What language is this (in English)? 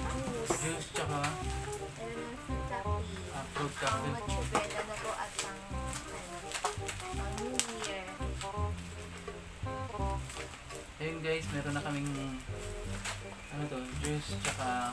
Filipino